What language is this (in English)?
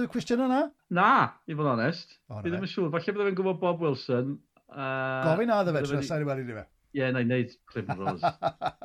Welsh